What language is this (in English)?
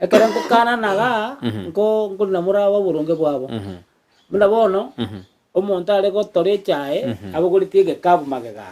Gusii